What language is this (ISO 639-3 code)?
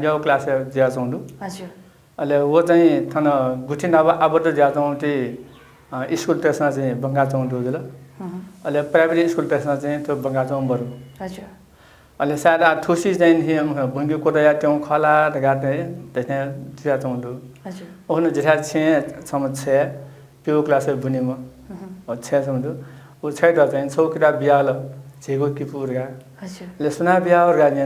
new